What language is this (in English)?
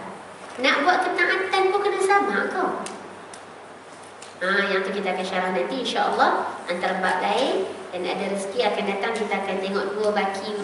Malay